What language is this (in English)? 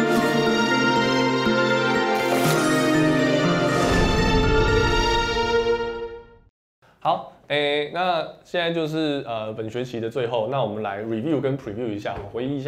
Chinese